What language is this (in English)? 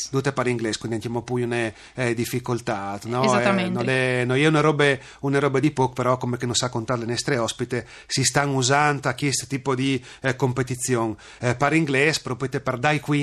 Friulian